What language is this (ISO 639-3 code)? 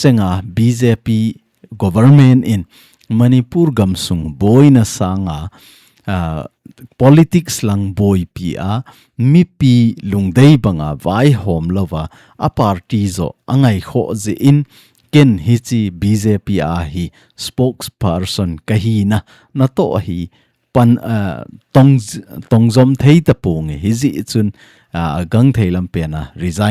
tcz